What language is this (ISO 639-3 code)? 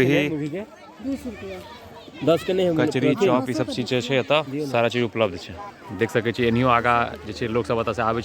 mai